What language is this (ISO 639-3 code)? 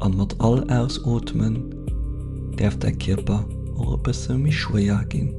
ltz